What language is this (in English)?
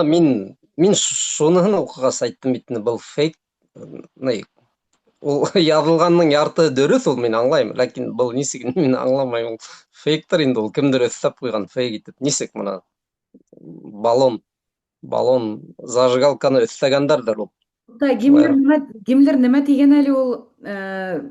Bashkir